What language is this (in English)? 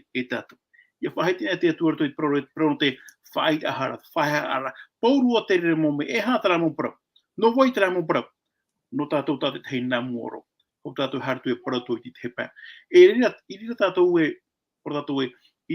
Tahitian